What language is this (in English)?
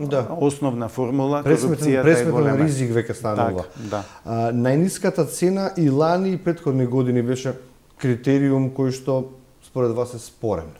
Macedonian